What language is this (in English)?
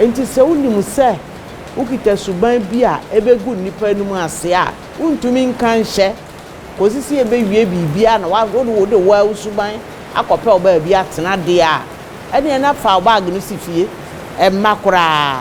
Akan